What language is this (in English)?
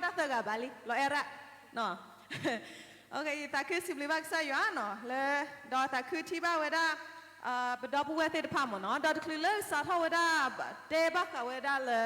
S'gaw Karen